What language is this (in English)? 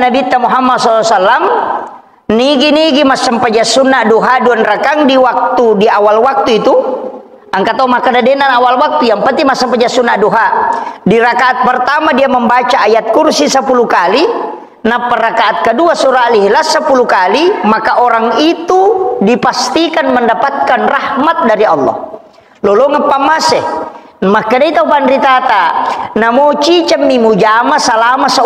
Buginese